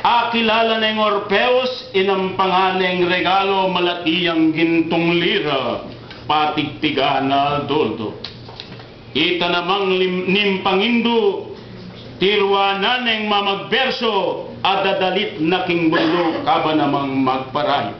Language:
Pampanga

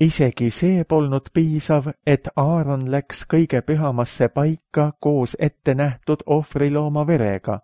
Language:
Estonian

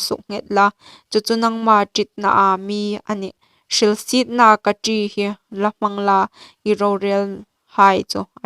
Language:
Hmar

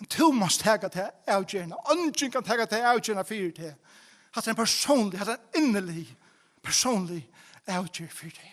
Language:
Faroese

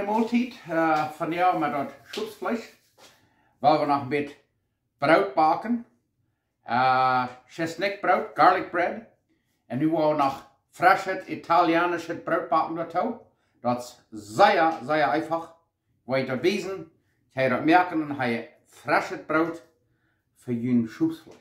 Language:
Plautdietsch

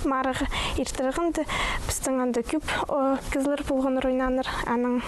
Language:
Khakas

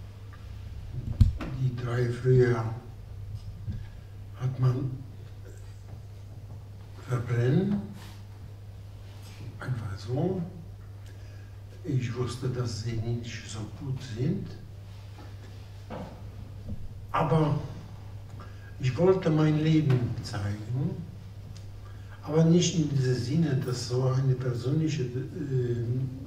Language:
German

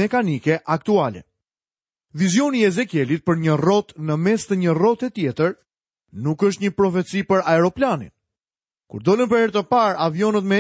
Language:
Albanian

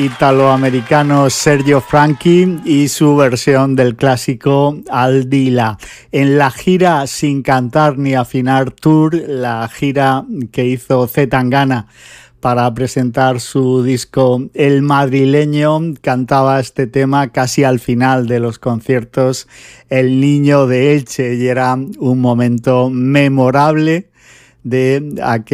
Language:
Spanish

